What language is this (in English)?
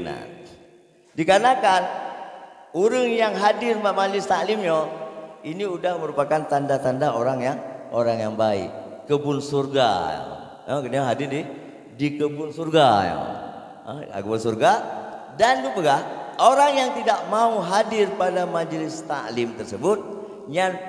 Achinese